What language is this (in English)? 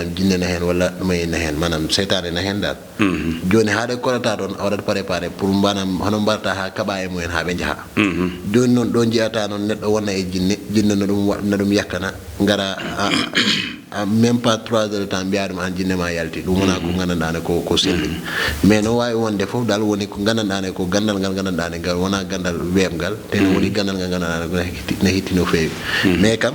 Fula